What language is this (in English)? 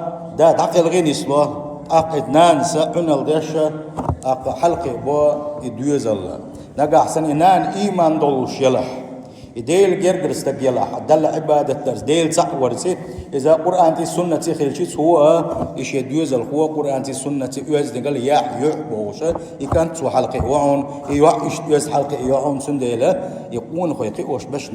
Chechen